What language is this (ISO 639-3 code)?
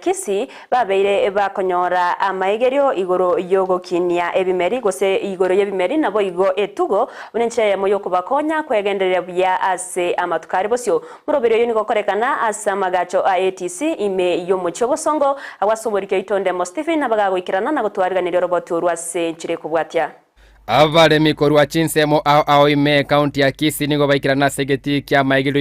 guz